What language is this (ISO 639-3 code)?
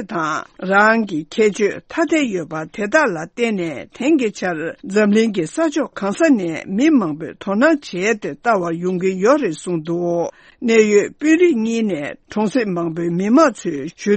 bod